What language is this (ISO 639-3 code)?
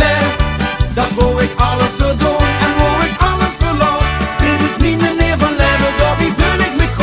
lim